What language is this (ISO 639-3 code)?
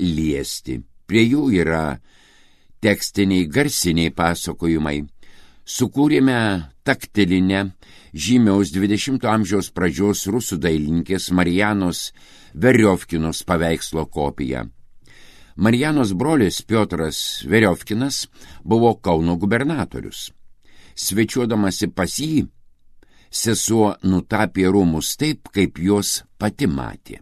lit